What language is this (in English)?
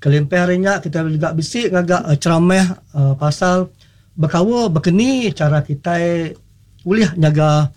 Iban